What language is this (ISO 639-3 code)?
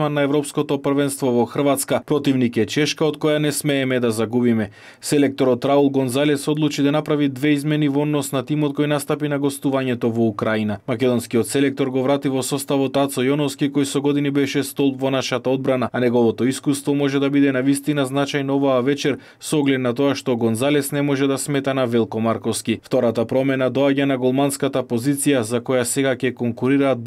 mkd